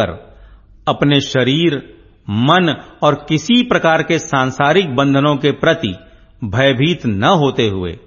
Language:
Hindi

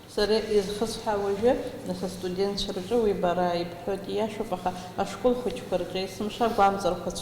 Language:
Abkhazian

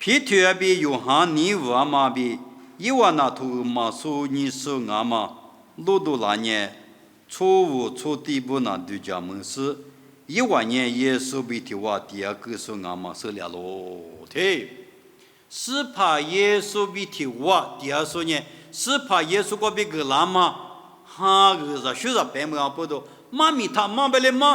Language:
Lisu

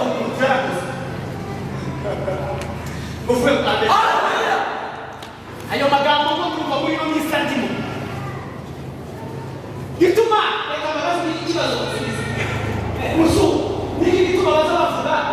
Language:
Kinyarwanda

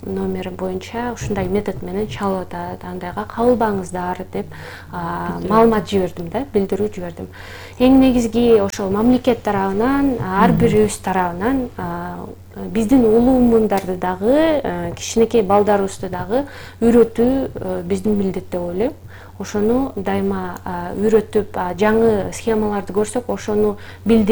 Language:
Kyrgyz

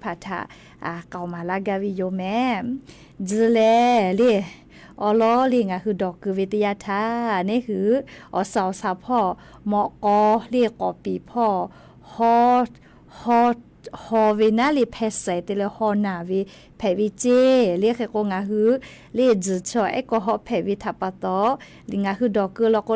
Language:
Lahu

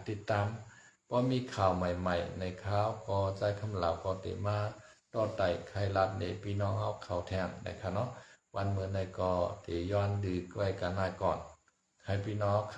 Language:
Shan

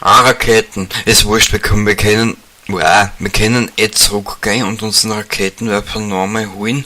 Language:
Bavarian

